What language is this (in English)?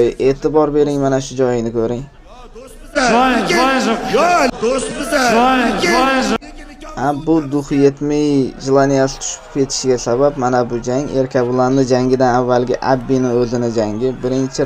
Uzbek